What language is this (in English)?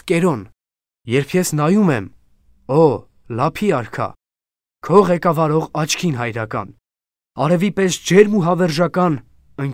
Armenian